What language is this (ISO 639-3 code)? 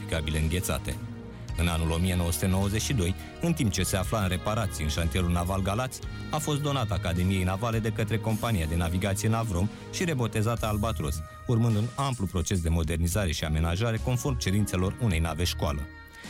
ron